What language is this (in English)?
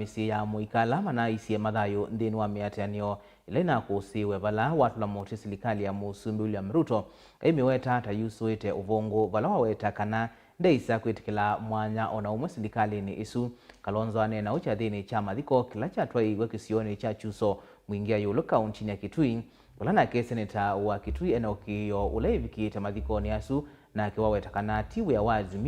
Kamba